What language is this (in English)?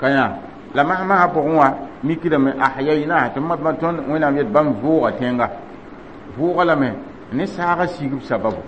Mossi